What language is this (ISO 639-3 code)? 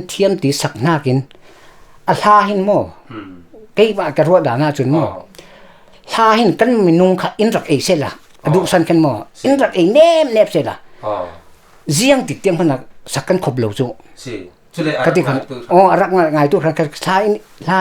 cfm